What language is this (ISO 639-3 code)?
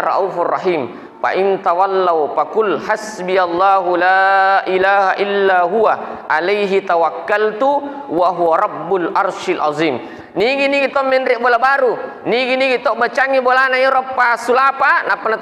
bug